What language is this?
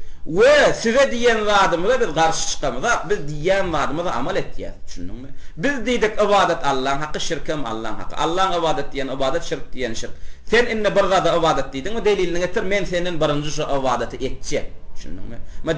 Turkmen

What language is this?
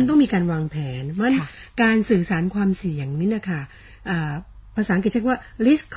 Thai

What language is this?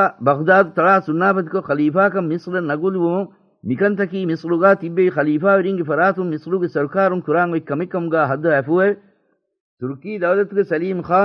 Divehi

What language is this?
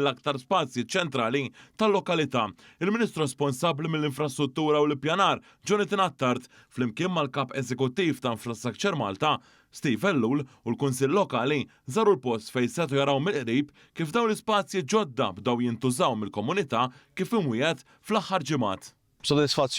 Maltese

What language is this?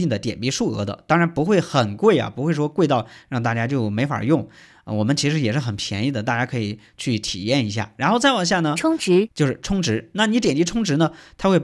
Chinese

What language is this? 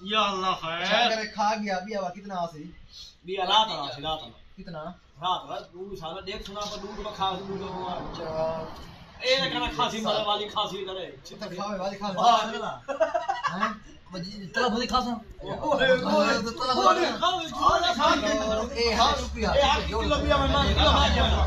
Saraiki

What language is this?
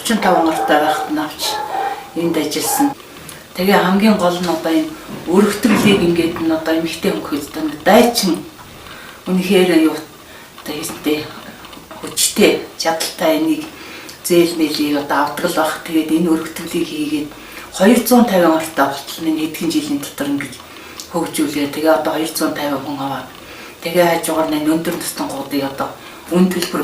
Mongolian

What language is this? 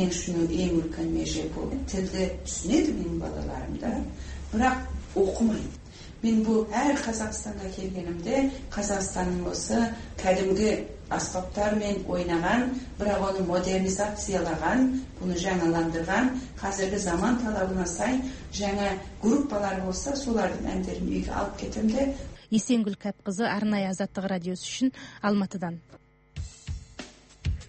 Kazakh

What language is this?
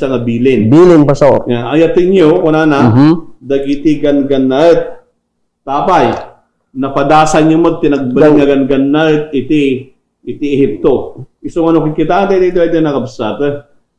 Iloko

